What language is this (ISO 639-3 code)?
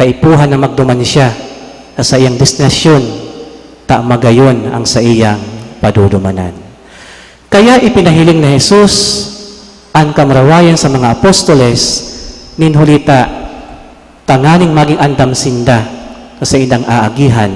bik